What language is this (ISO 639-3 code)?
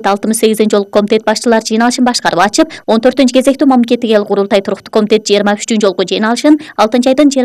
kir